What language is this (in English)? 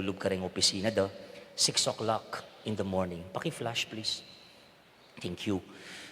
Pampanga